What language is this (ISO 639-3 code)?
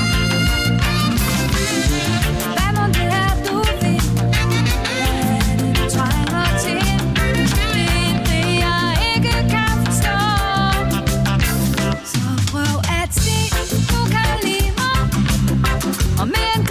dan